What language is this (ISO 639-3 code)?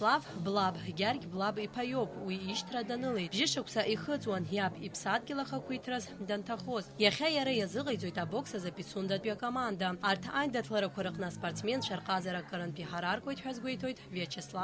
abk